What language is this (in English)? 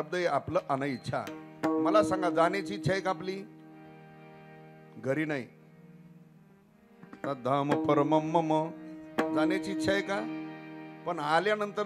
Marathi